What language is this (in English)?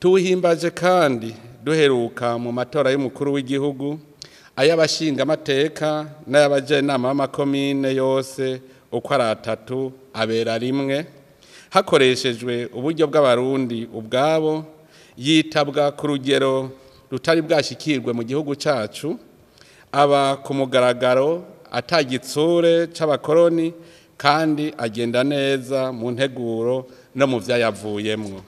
Rundi